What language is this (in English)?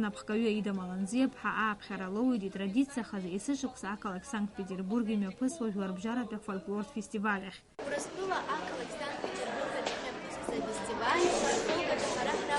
Abkhazian